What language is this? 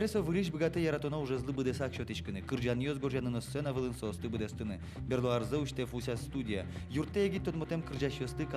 Udmurt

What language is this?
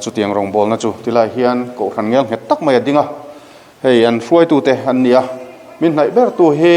Mizo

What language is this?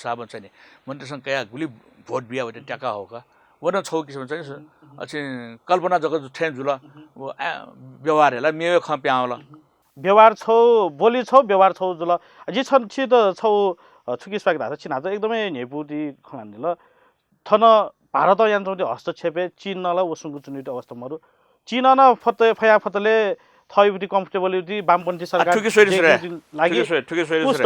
Newari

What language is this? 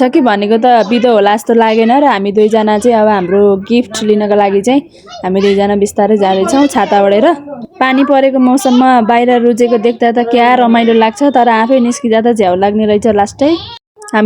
Nepali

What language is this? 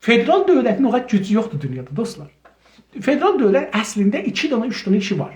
South Azerbaijani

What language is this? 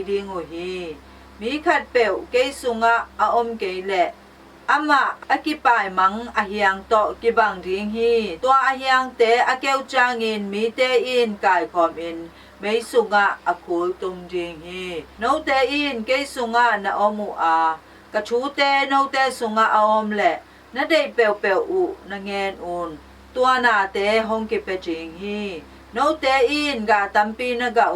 Tedim Chin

